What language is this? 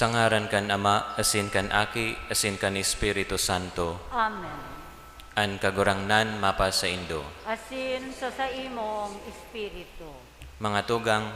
Bikol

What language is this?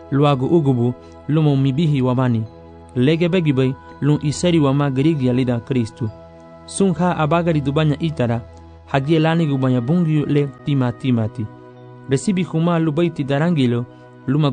Garifuna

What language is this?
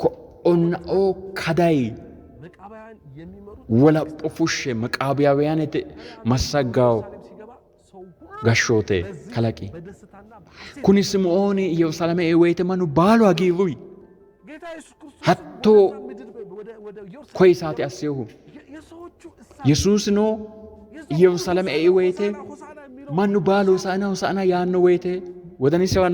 Sidamo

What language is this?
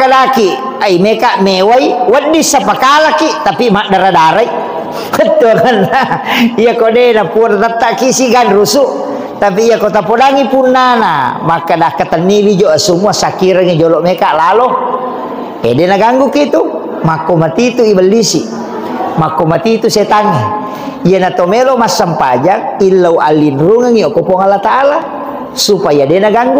Buginese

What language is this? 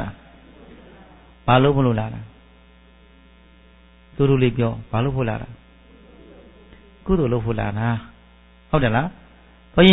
Burmese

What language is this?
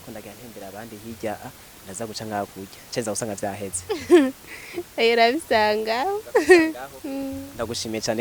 Rundi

